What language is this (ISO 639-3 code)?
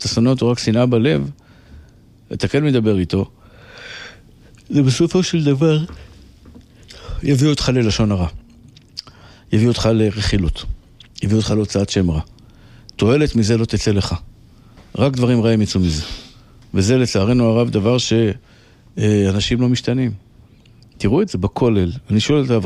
heb